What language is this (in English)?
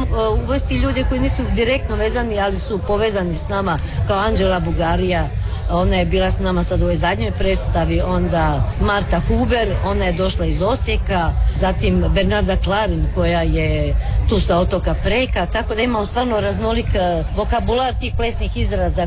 Croatian